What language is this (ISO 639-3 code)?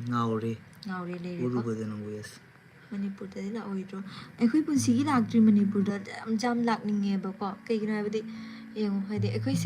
mni